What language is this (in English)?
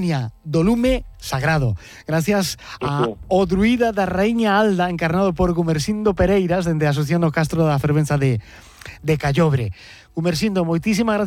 Galician